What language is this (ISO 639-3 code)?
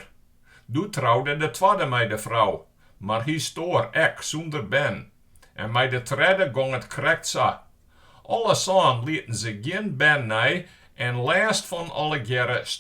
fry